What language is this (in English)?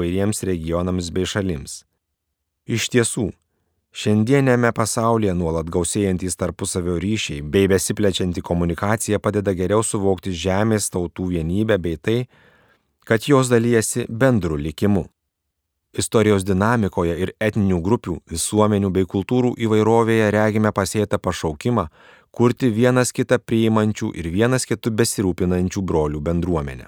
Lithuanian